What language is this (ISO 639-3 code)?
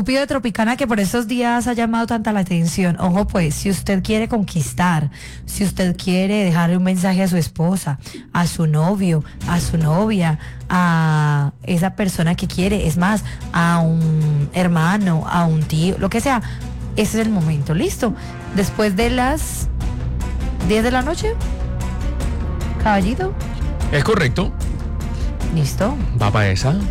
spa